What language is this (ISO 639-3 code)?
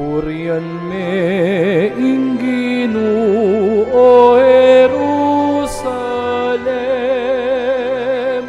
pam